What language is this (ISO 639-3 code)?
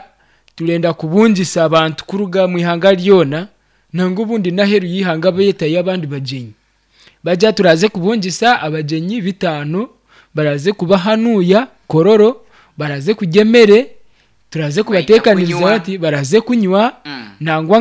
nyn